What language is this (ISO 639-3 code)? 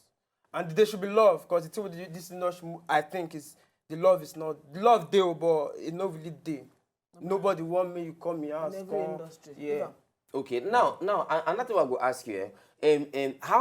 pcm